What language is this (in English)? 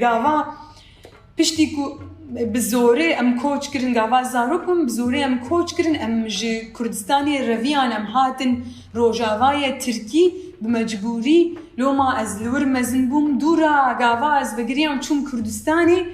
Kurdish